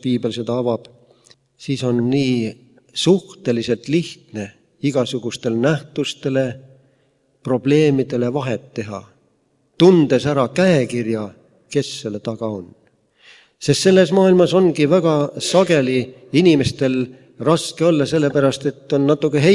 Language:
Estonian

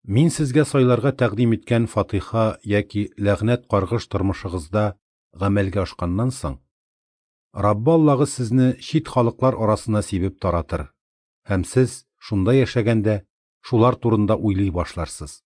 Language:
Tatar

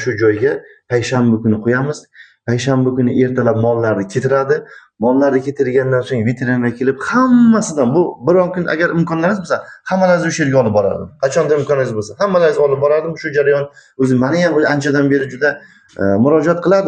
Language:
Uzbek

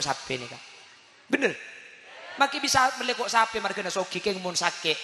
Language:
Madurese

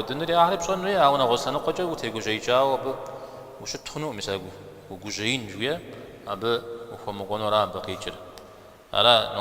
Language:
Kabardian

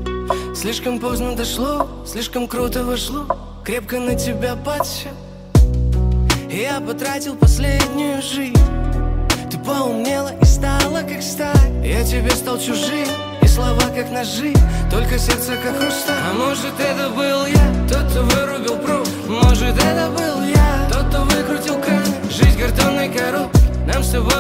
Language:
Russian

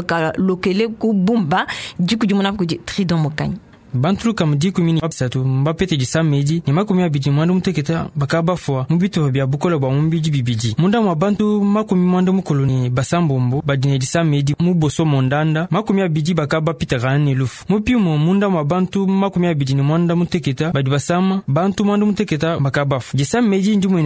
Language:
Luba-Lulua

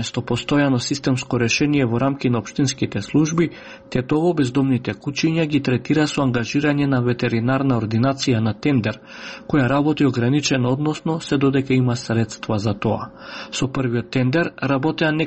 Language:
Macedonian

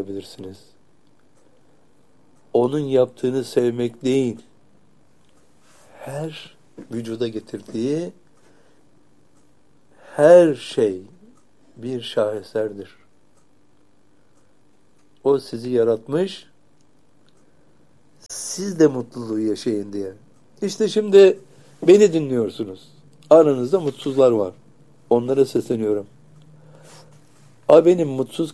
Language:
Turkish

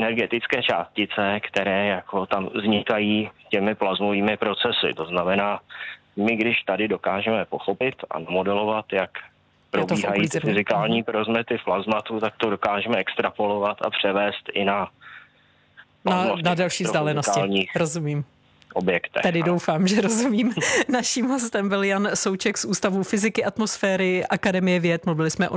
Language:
Czech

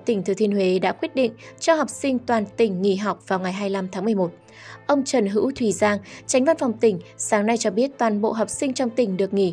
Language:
Vietnamese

